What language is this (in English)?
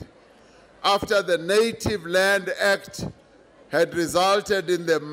English